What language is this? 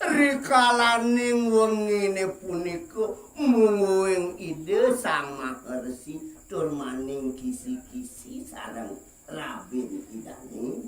Balinese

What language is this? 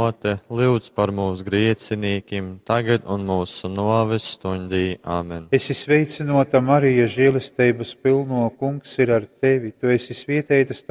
Latgalian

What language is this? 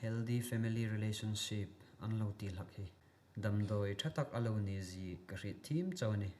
Hmar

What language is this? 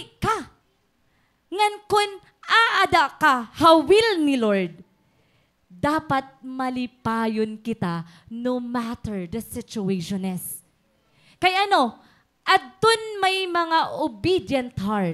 Waray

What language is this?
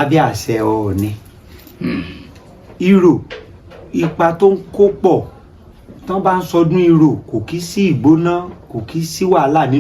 Yoruba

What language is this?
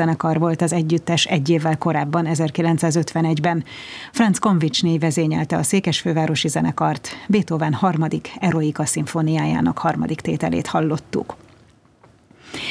Hungarian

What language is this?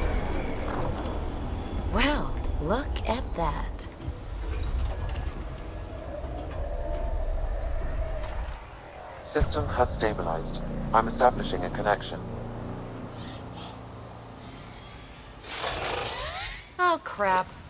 English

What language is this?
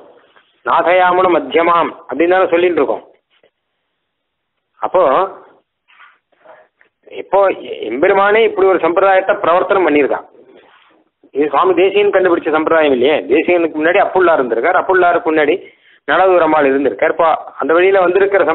Tamil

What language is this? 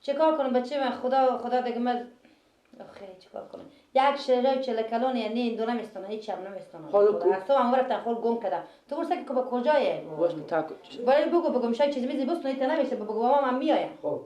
Persian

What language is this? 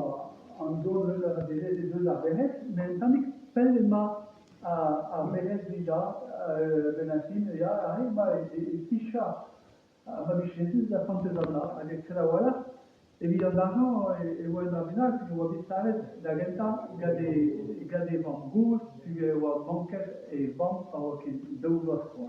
Breton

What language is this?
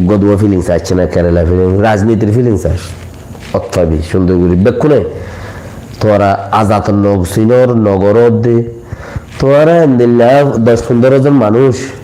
Rohingya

